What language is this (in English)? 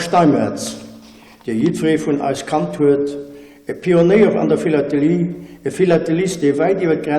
Luxembourgish